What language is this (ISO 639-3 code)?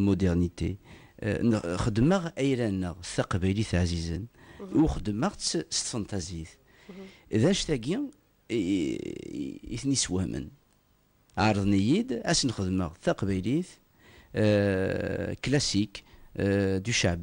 kab